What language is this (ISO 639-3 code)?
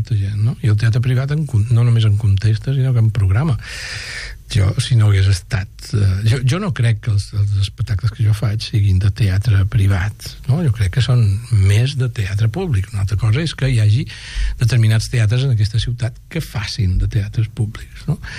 cat